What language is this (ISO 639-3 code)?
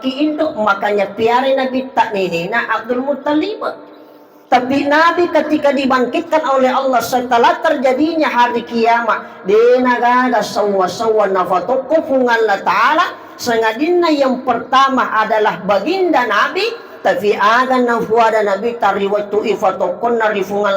bug